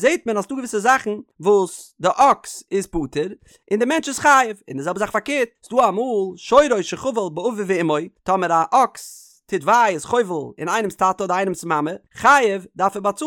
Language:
Yiddish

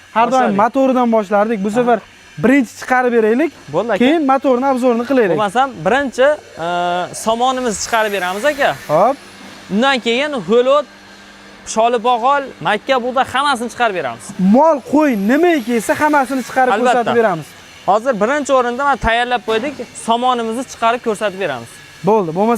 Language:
Uzbek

